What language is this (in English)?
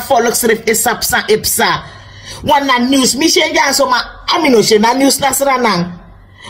Sranan Tongo